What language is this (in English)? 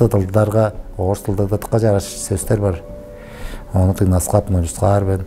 Tuvinian